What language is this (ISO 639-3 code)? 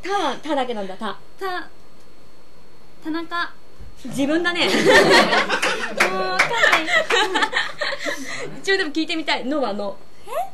jpn